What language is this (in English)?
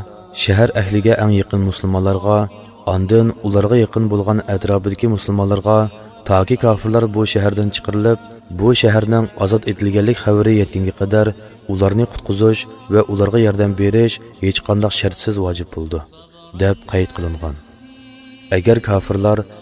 Uyghur